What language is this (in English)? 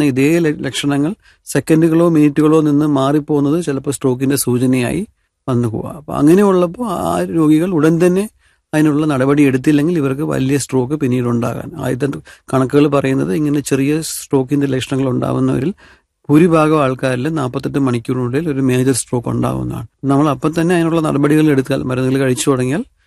Malayalam